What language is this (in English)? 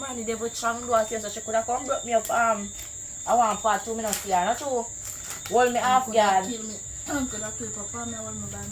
Jamaican Creole English